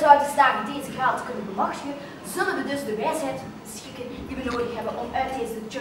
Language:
Dutch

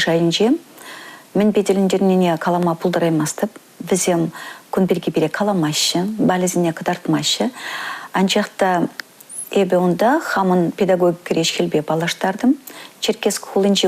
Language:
Chuvash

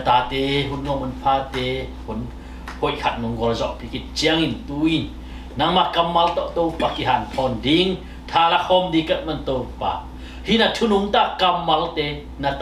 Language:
Tedim Chin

